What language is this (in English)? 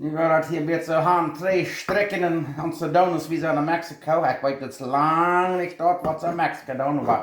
Plautdietsch